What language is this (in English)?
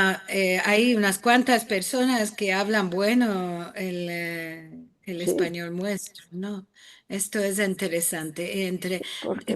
Ladino